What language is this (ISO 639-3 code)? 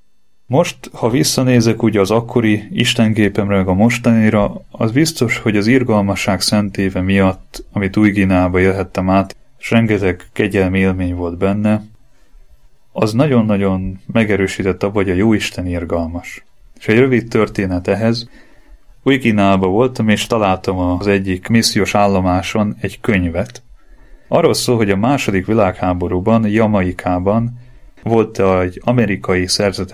hun